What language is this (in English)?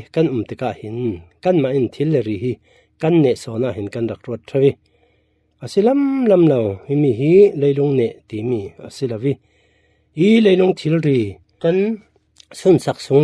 Falam Chin